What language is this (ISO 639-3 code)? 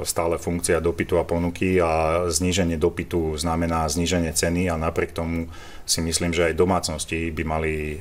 slk